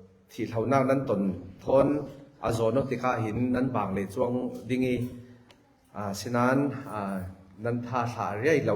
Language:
Falam Chin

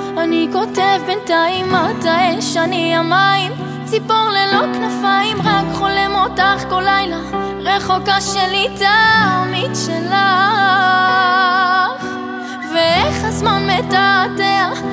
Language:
Hebrew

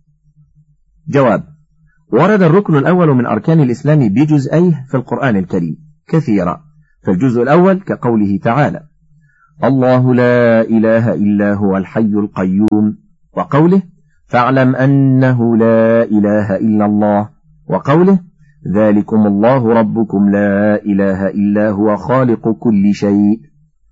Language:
Arabic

